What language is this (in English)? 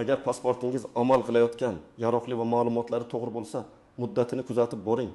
Uzbek